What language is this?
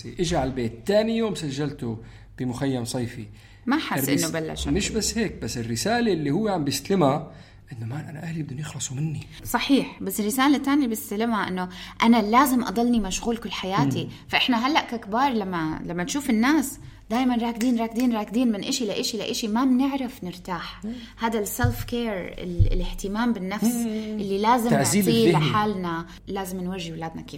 North Levantine Arabic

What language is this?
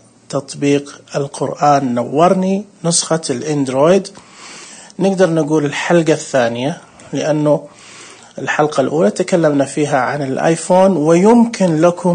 Najdi Arabic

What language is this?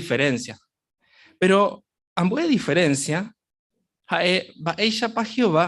Guarani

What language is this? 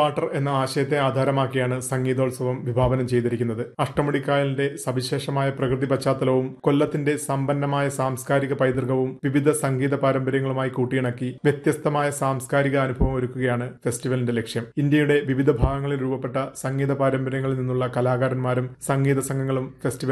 Malayalam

